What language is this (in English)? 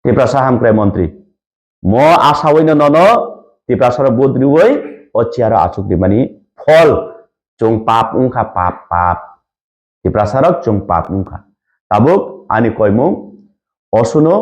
Kok Borok